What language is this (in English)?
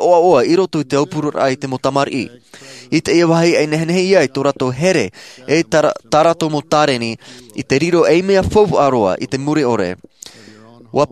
Tahitian